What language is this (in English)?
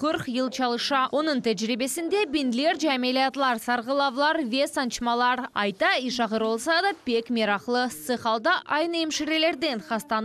Crimean Tatar